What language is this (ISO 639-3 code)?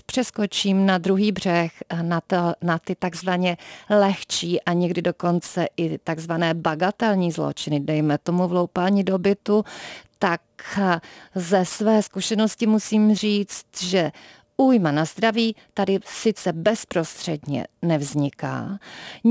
ces